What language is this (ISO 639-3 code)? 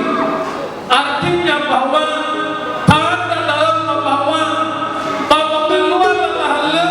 nia